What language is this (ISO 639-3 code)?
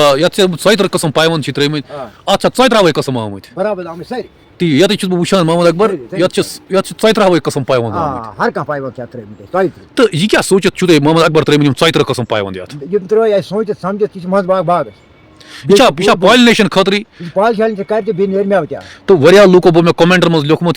kas